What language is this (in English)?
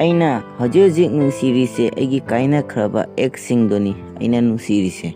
Manipuri